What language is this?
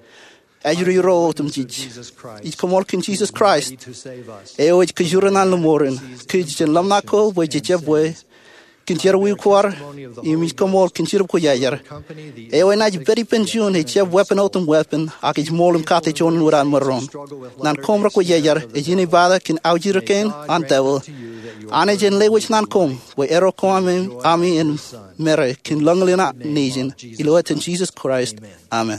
Marshallese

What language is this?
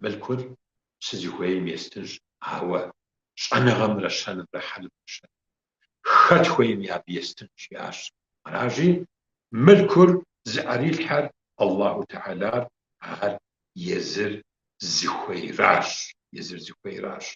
Kabardian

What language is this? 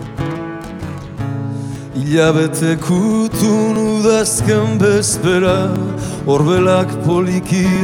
Basque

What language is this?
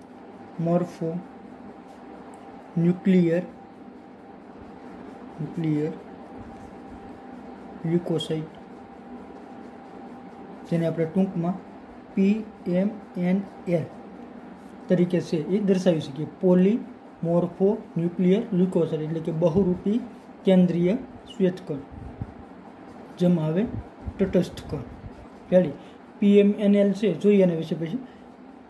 Gujarati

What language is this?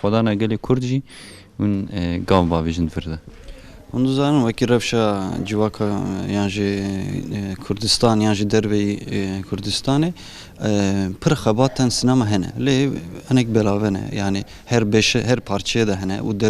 Kurdish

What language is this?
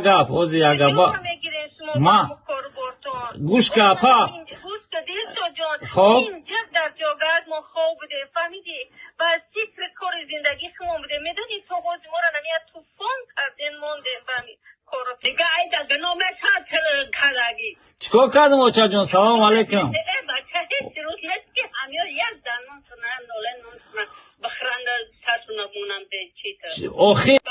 Tajik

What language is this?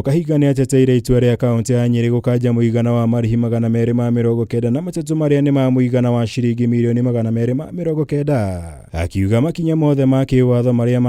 Kikuyu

